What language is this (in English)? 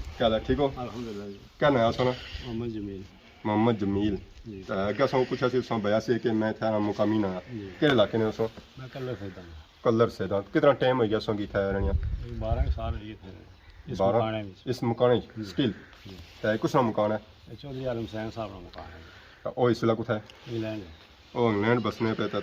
Pahari-Potwari